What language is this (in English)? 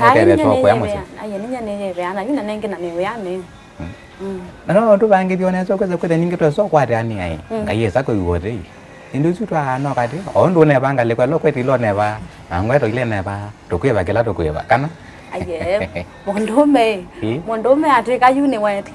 Kamba